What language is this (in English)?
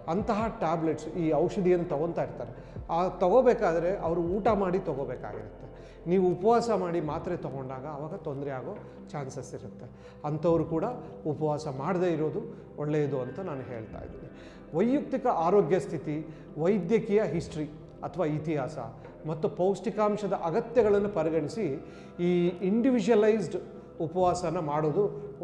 Kannada